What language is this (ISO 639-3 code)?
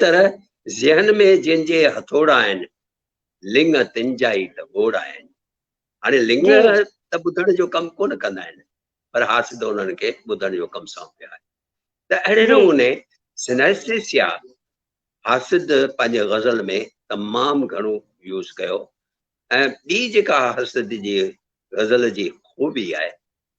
snd